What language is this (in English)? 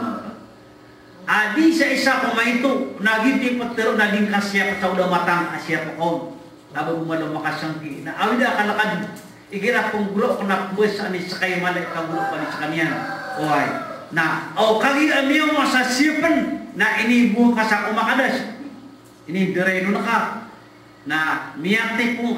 Maranao